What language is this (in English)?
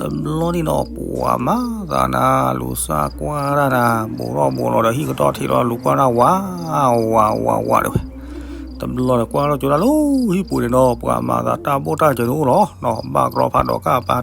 S'gaw Karen